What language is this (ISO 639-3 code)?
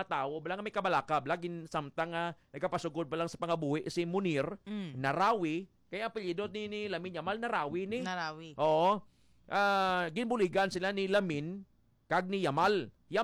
hil